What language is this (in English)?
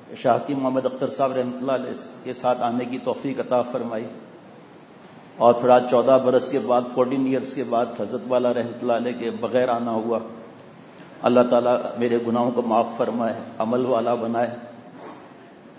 Urdu